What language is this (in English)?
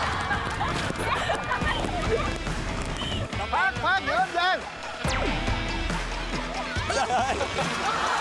Vietnamese